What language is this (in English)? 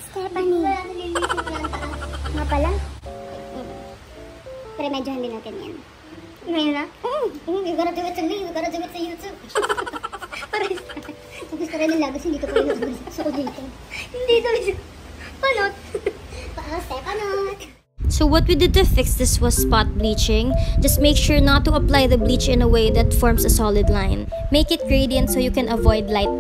Filipino